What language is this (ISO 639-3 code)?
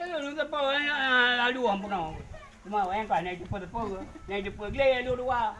ace